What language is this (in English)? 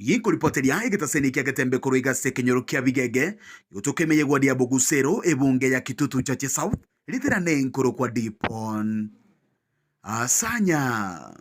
Gusii